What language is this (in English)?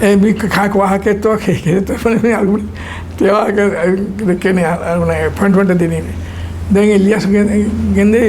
Divehi